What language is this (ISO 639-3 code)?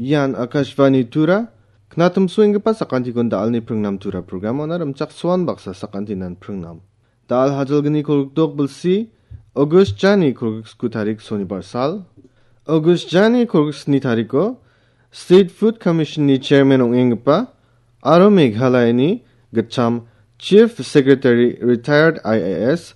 grt